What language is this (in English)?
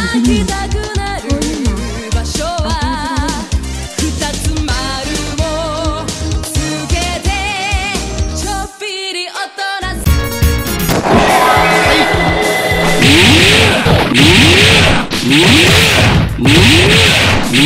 Japanese